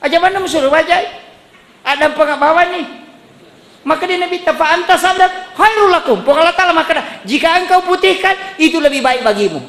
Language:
Buginese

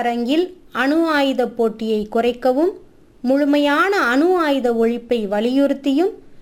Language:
Tamil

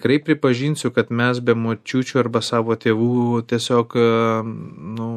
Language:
Lithuanian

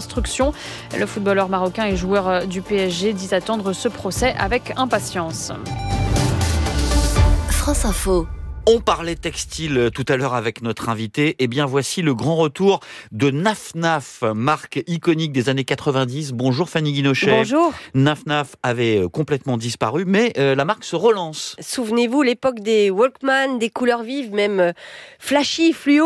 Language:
French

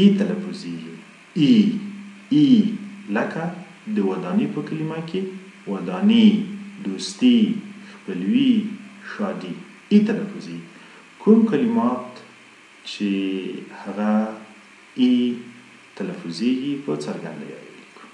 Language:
Pashto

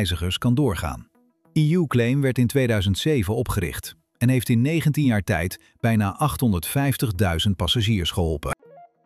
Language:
Dutch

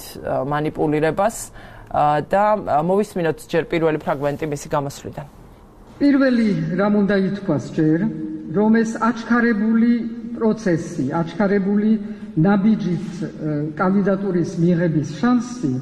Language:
Georgian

